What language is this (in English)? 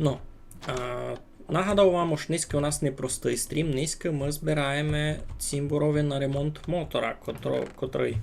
Rusyn